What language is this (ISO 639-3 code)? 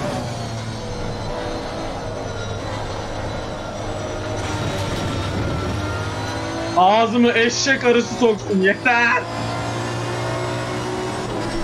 tur